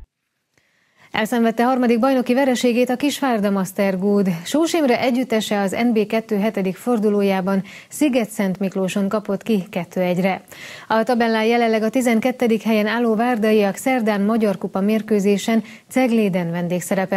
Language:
Hungarian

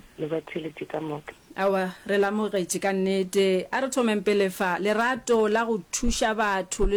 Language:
Northern Sotho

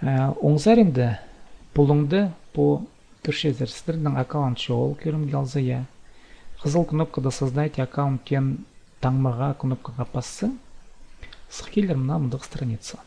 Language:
Khakas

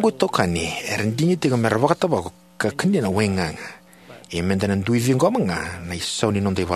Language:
Fijian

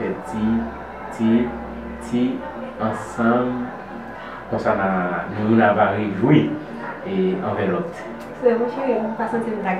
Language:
Haitian Creole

